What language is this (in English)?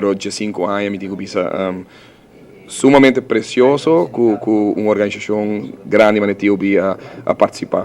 Papiamento